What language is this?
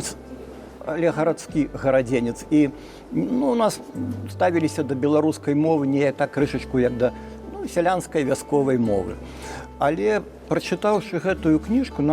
Belarusian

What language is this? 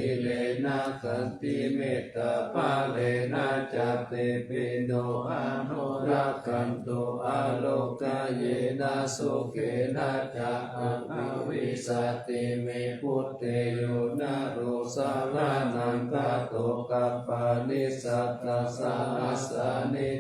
Pali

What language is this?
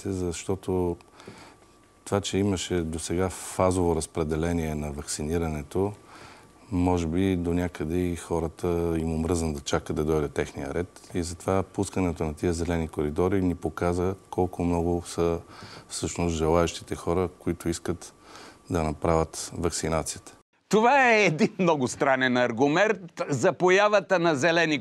Bulgarian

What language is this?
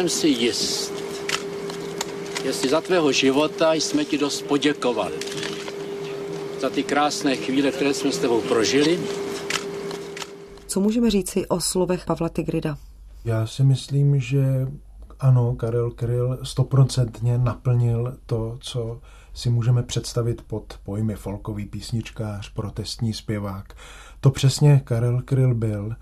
Czech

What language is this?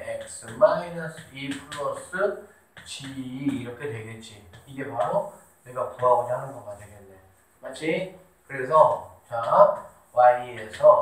Korean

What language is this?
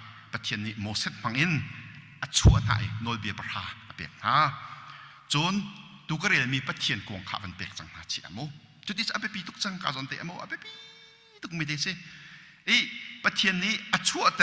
Hakha Chin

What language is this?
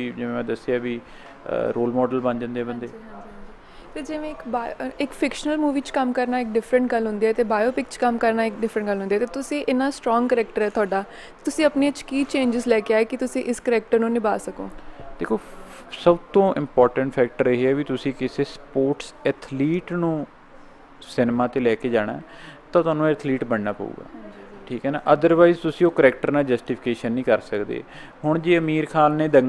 Punjabi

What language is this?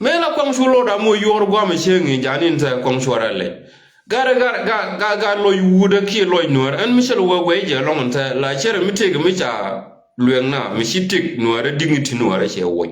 Nuer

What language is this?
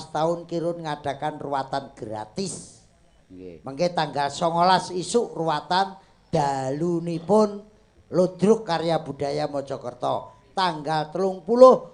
Javanese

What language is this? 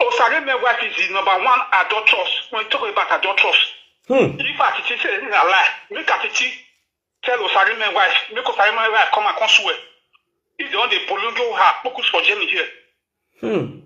Nigerian Pidgin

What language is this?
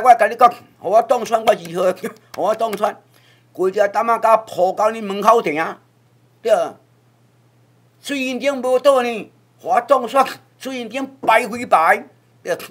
Min Nan Chinese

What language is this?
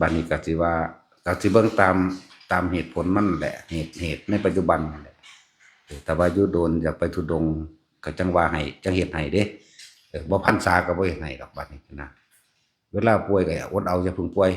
Northeastern Thai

